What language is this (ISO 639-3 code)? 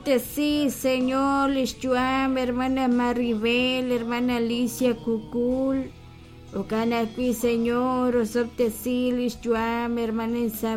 kek